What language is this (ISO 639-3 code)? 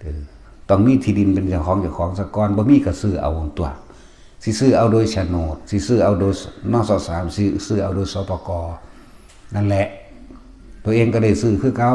tts